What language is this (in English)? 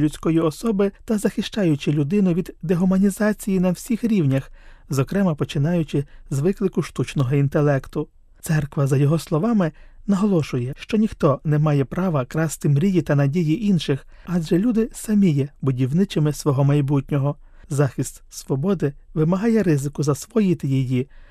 Ukrainian